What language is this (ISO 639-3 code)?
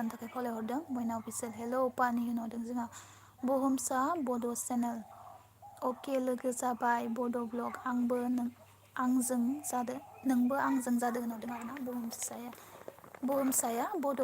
brx